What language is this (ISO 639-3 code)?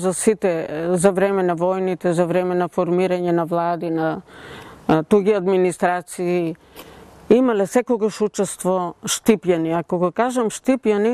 mkd